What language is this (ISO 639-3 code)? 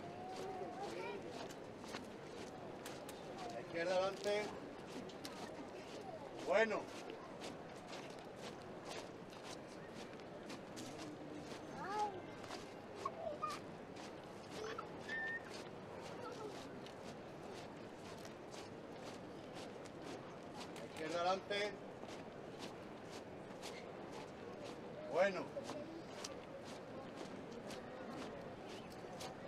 spa